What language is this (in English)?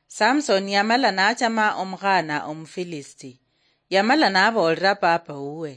Luyia